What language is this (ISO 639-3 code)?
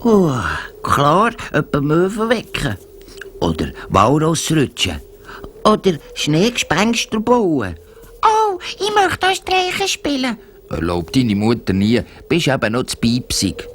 gsw